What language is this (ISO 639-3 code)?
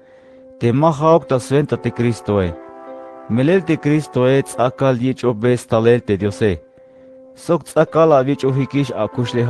tzh